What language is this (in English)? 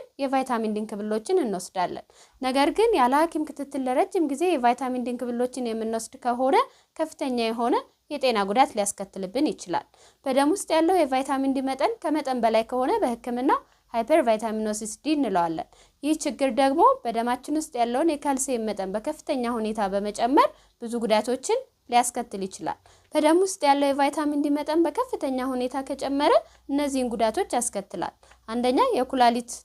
Amharic